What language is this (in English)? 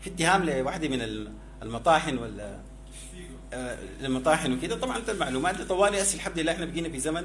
Sudanese Arabic